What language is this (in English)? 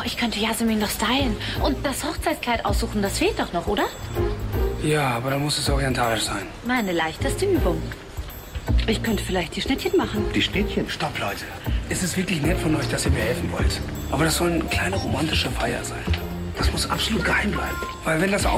German